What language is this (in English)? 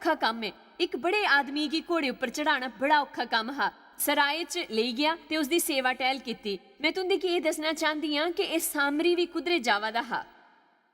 Dogri